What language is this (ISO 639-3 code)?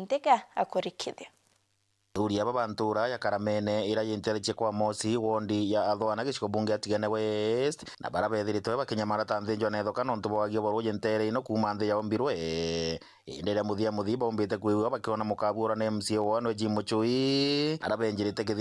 mer